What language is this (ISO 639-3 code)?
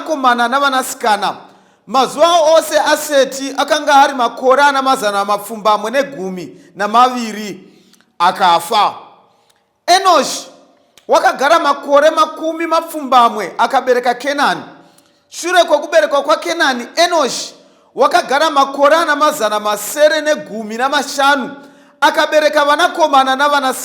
sna